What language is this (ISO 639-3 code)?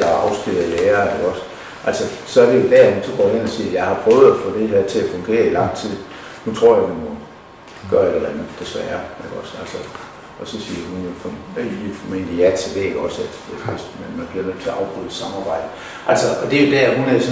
dan